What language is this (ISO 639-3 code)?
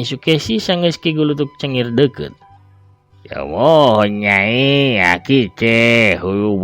sun